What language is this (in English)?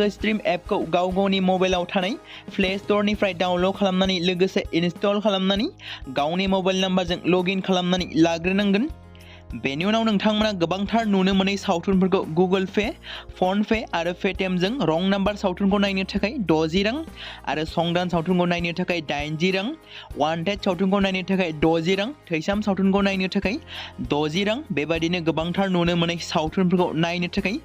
Bodo